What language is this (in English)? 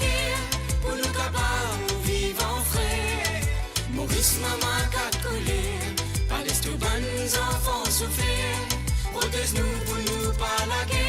Morisyen